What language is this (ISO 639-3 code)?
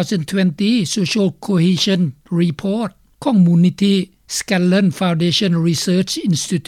lao